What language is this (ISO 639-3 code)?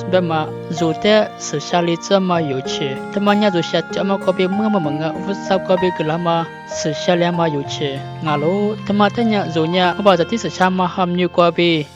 lis